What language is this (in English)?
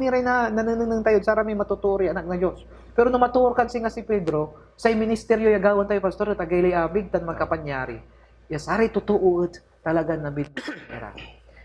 Pangasinan